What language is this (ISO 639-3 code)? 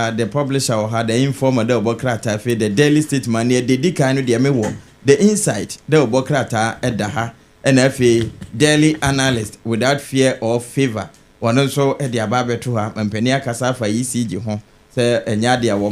aka